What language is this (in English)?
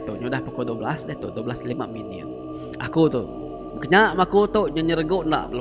Iban